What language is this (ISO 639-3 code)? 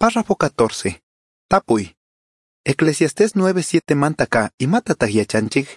qug